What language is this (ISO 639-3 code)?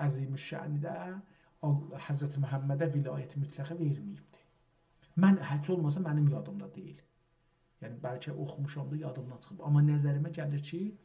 azb